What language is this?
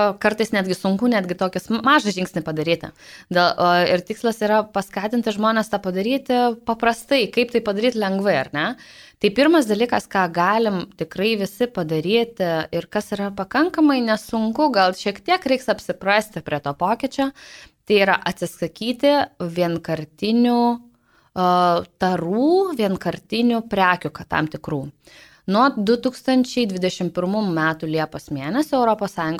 Lithuanian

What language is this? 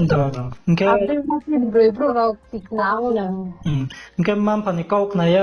Riang (India)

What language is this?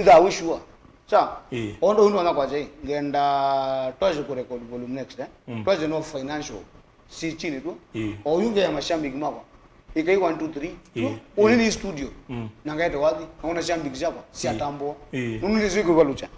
Kamba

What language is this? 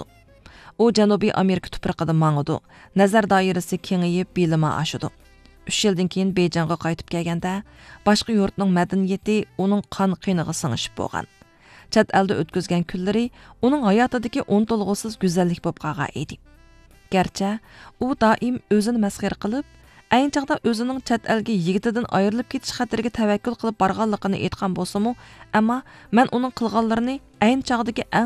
Uyghur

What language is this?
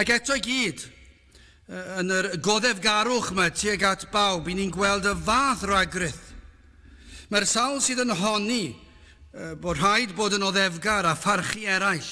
Welsh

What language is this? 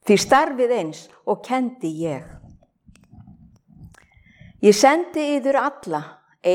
Icelandic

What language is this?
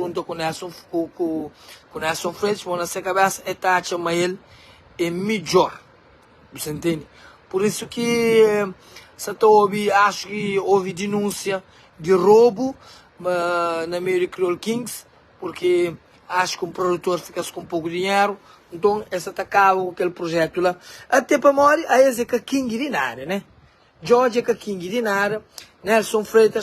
Kabuverdianu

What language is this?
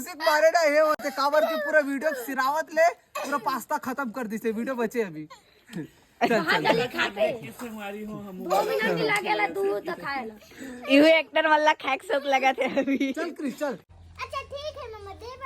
Chhattisgarhi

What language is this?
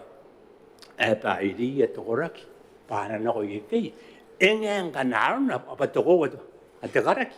Gilbertese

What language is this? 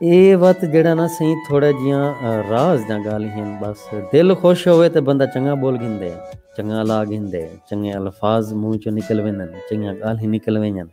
Saraiki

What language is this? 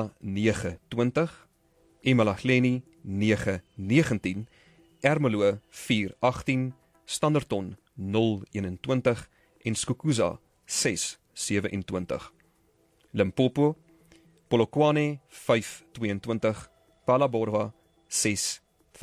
Afrikaans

